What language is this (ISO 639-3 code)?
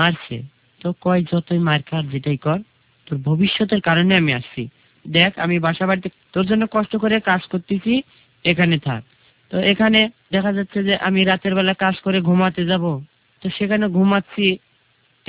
ben